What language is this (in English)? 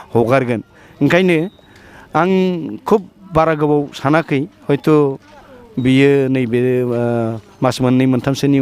Bodo